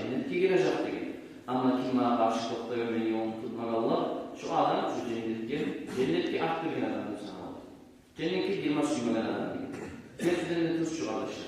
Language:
Kumyk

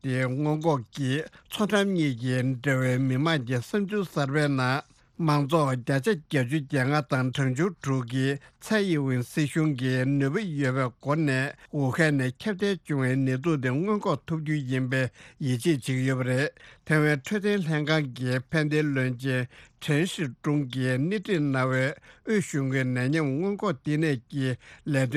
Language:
Tibetan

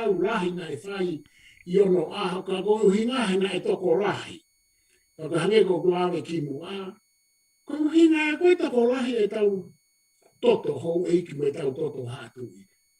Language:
Tongan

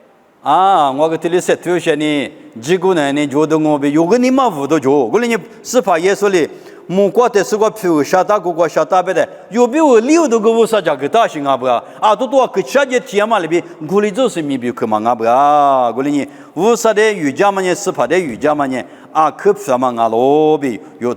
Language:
Lisu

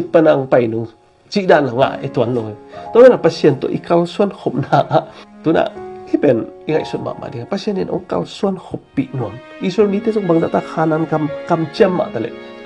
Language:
Tedim Chin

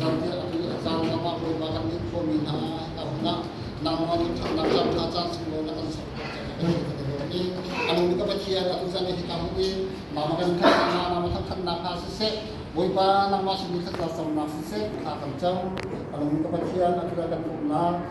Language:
Hakha Chin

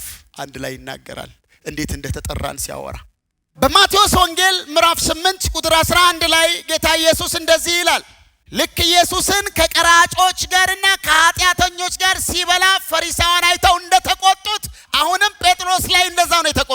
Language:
Amharic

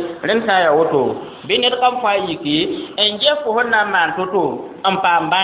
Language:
Mossi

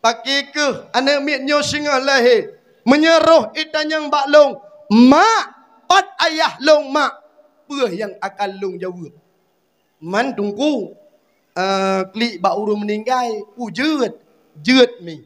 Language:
Achinese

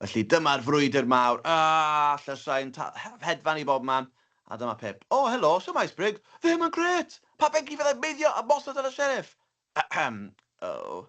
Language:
Welsh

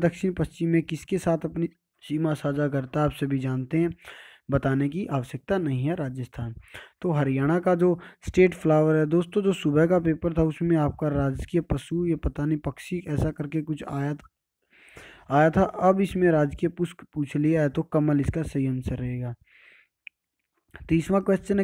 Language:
Hindi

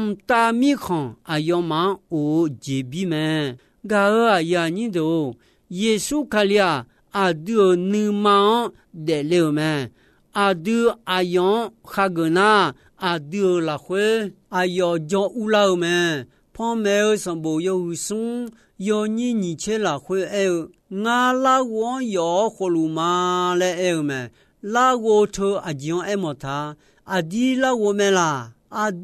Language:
Akha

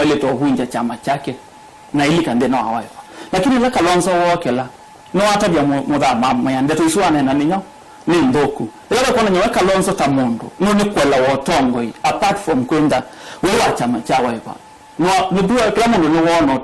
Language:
Kamba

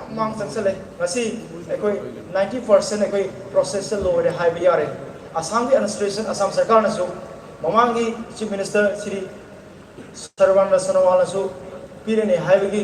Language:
Manipuri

